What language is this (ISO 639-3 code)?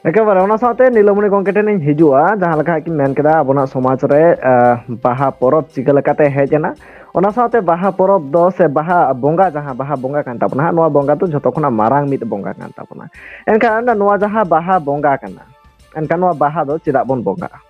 sat